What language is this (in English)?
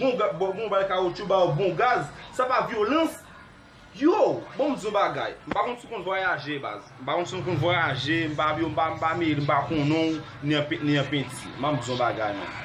Haitian Creole